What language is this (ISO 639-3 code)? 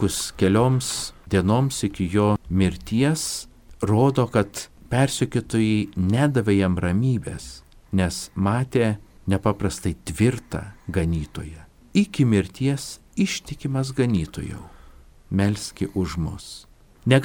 lit